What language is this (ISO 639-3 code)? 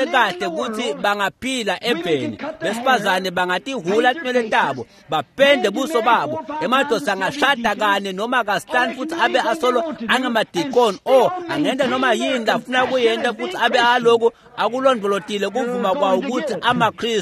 ssw